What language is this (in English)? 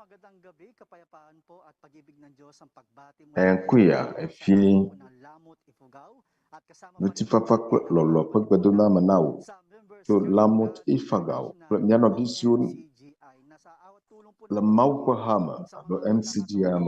Ewe